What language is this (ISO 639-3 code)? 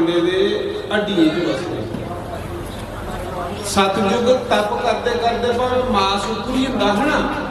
doi